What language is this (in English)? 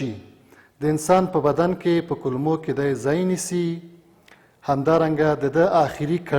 Pashto